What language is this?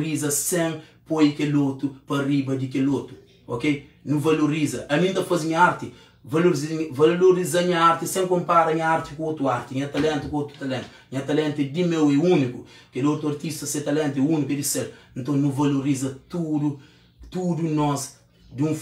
Kabuverdianu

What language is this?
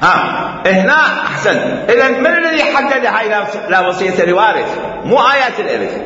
Mesopotamian Arabic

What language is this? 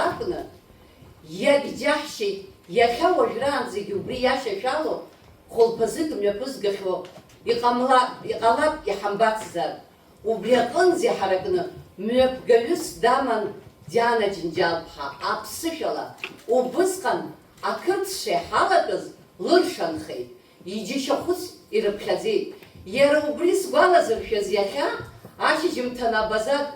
Abkhazian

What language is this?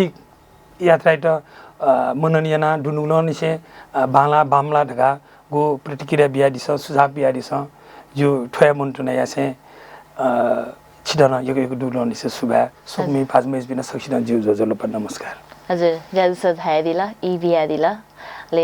Newari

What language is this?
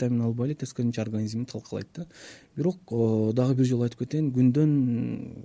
Kyrgyz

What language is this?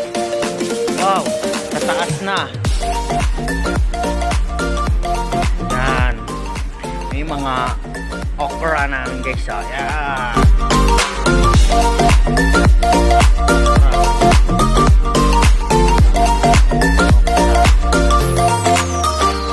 Filipino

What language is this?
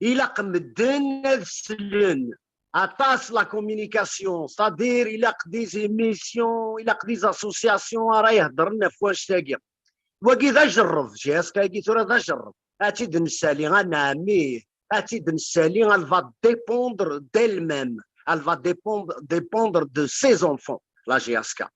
Kabyle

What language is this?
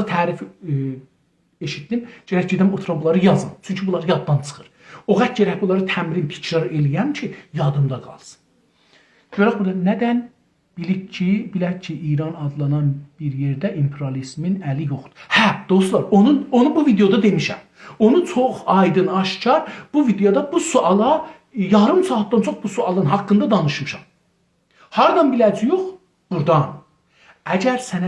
South Azerbaijani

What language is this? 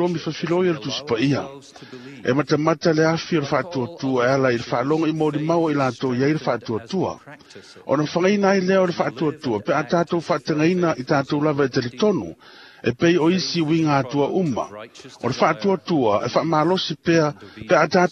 Samoan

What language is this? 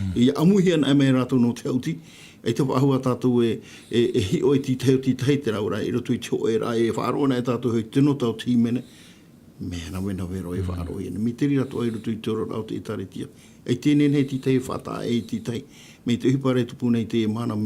Tahitian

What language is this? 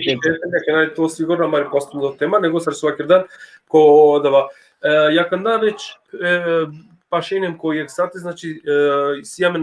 Balkan Romani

